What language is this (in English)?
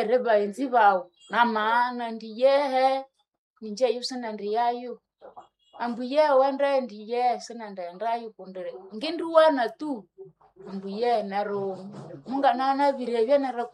Nande